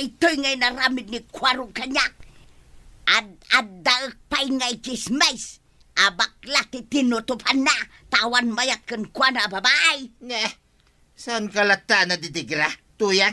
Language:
Iloko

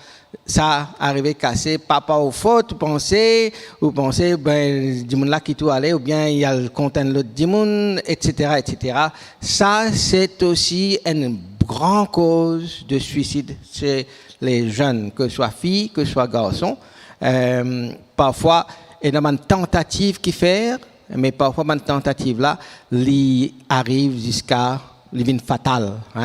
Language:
Morisyen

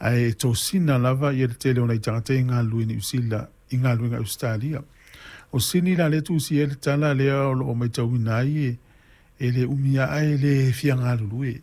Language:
Samoan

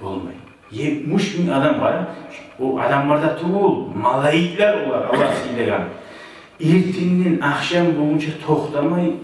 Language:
Kumyk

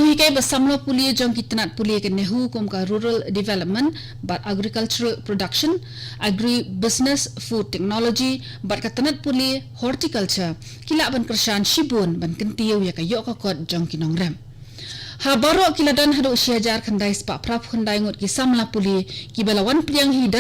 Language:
Khasi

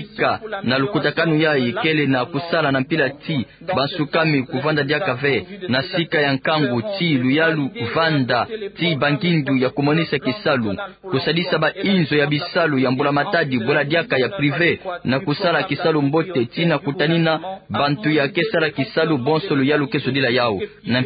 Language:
Kituba (Democratic Republic of Congo)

